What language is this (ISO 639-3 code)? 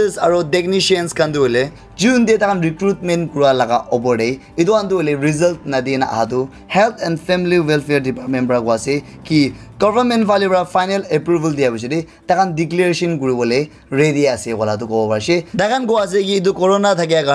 nag